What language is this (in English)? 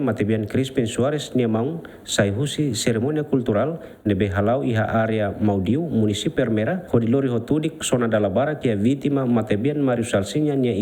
Tetum